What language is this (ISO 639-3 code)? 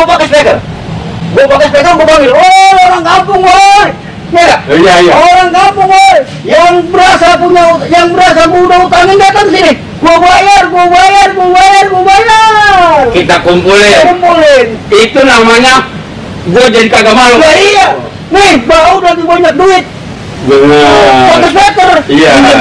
bew